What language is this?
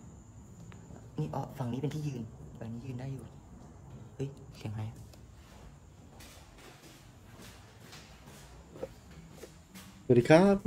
Thai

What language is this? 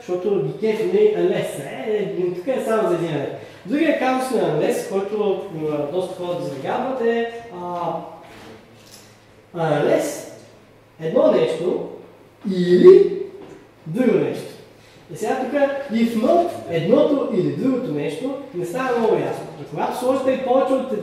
Bulgarian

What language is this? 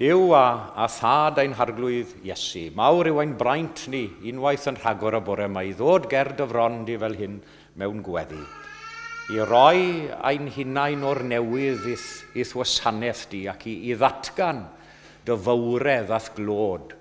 Welsh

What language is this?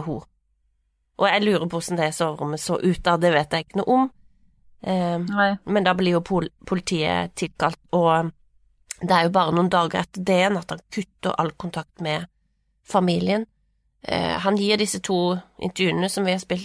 Norwegian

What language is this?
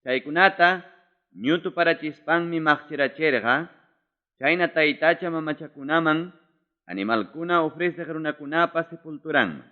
Ayacucho Quechua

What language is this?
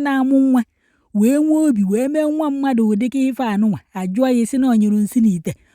Igbo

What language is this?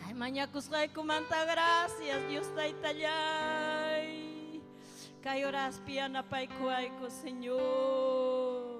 Ayacucho Quechua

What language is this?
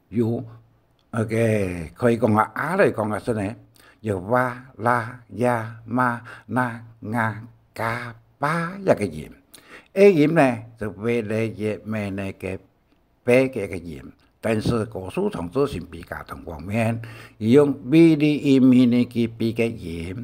Hakka Chinese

